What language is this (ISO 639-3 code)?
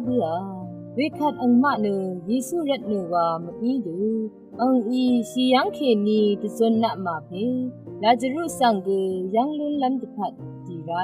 raw